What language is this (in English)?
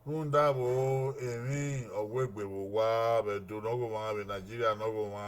Bini